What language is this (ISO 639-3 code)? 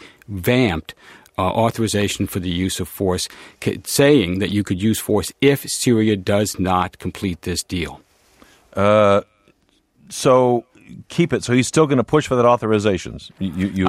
eng